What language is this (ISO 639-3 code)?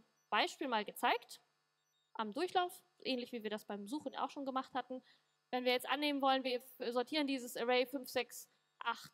deu